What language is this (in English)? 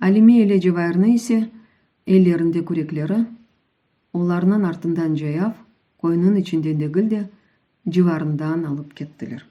Crimean Tatar